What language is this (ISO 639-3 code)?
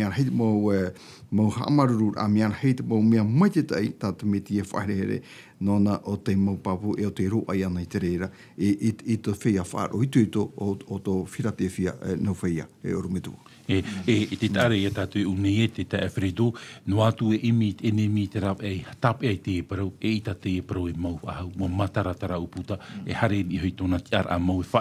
tah